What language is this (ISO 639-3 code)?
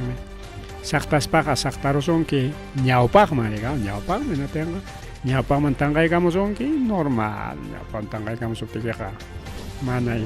quy